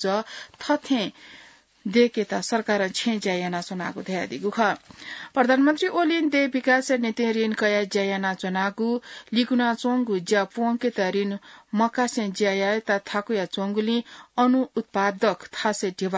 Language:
Newari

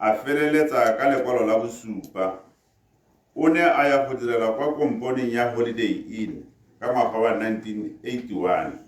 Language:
Tswana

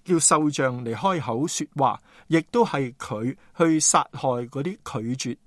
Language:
Cantonese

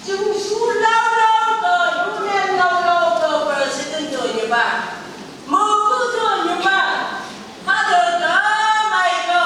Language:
Phom Naga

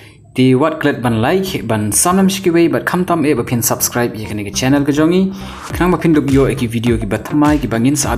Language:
Khasi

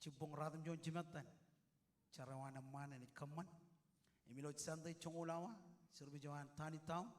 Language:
Marshallese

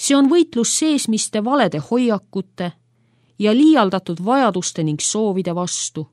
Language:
Estonian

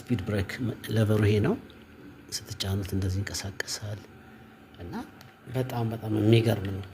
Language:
Amharic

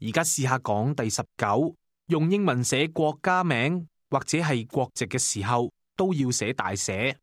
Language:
Cantonese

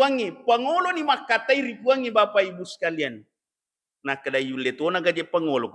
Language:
Buginese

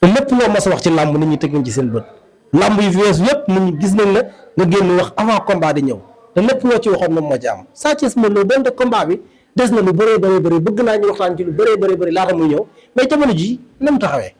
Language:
Wolof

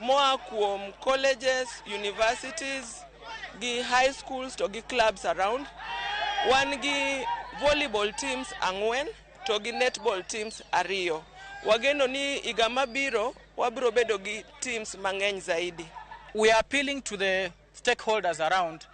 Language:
Luo (Kenya and Tanzania)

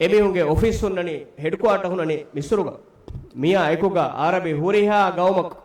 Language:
Divehi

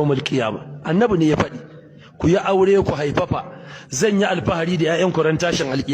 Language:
Hausa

